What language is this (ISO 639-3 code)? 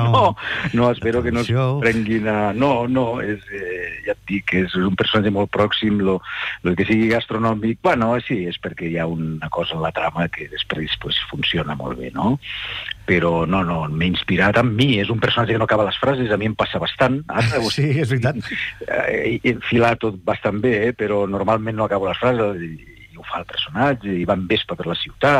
cat